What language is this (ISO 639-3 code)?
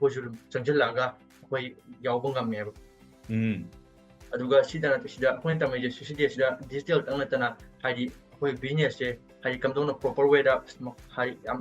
mni